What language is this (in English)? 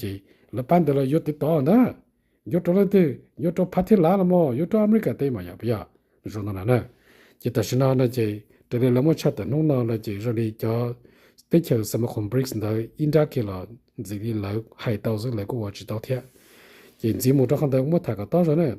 Hmong